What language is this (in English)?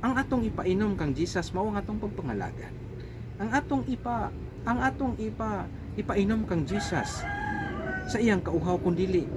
Cebuano